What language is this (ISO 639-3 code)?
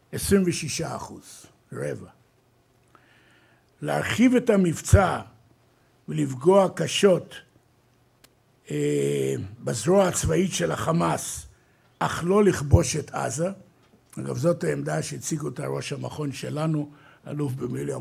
heb